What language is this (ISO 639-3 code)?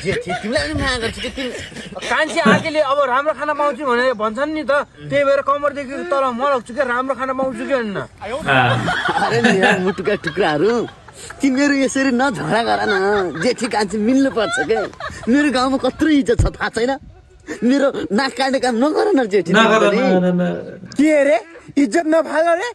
nep